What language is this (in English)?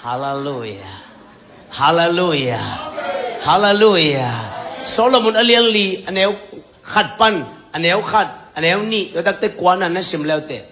Tedim Chin